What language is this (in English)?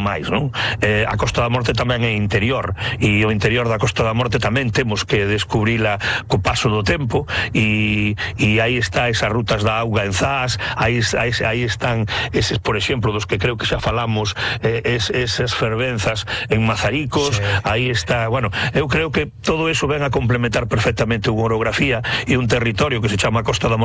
Galician